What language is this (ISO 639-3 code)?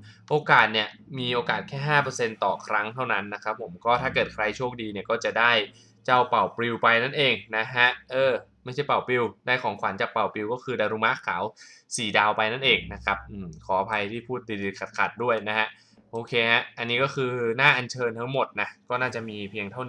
tha